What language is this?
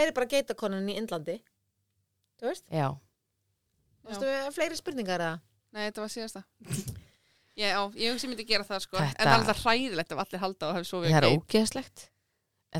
Icelandic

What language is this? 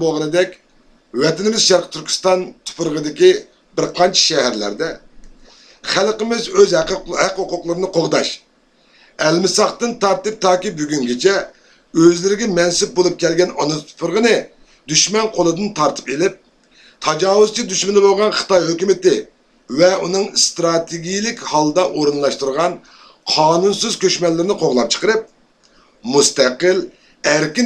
Uyghur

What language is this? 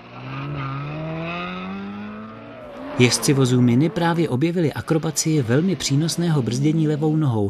Czech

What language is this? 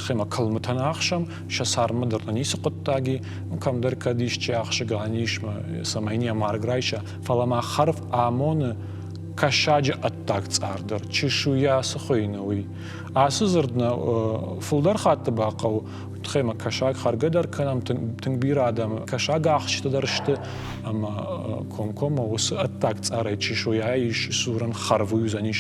Ossetic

